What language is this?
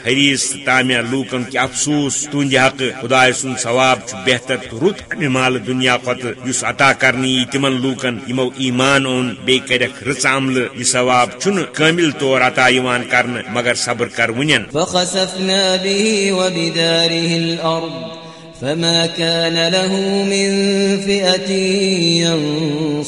Kashmiri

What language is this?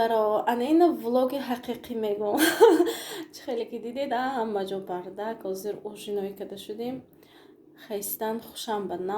Tajik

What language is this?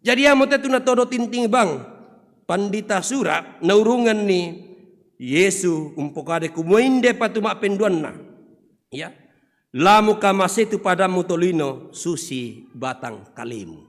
Toraja-Sa'dan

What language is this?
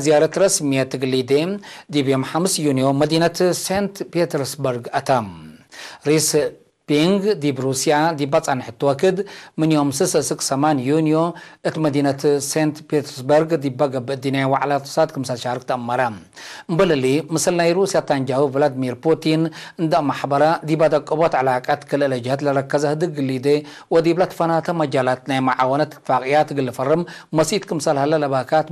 Tigre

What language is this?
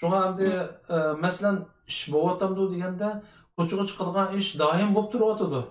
Uyghur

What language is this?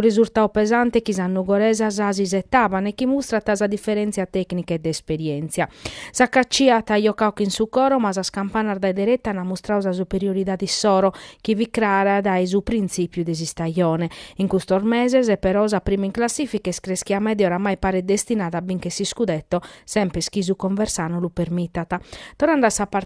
Sardinian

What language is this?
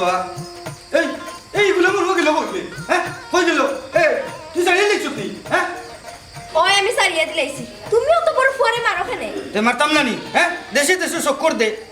Sylheti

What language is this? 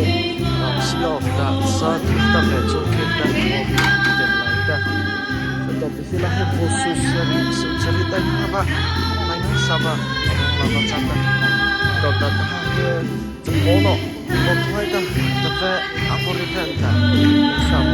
Mara Chin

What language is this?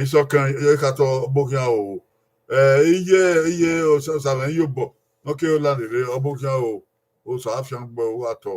Bini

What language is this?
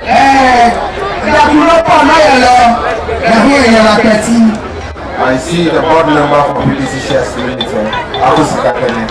Ewe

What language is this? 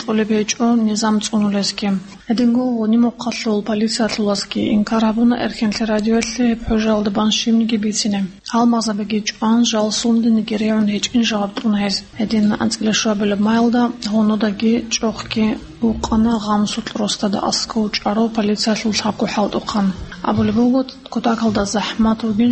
Avaric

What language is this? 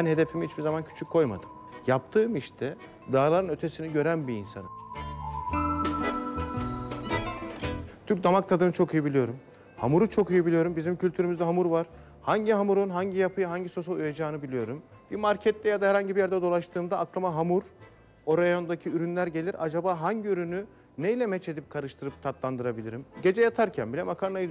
Turkish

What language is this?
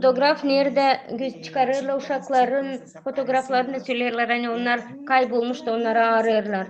Gagauz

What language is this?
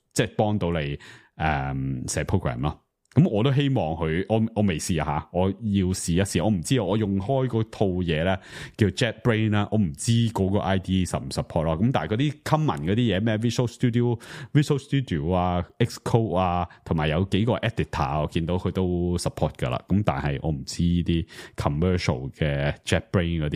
Cantonese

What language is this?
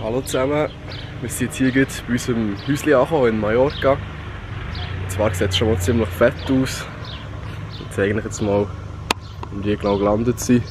Swiss German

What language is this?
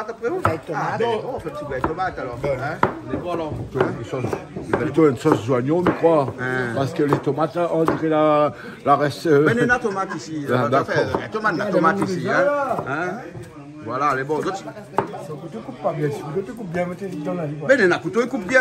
Réunion Creole French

